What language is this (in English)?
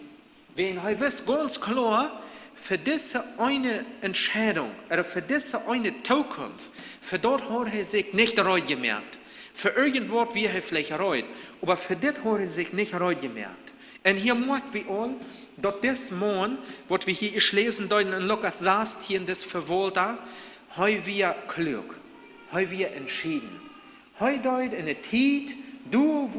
Plautdietsch